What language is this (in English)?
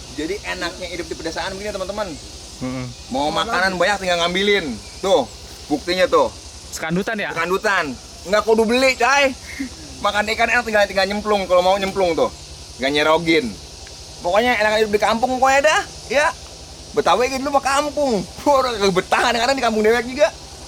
Betawi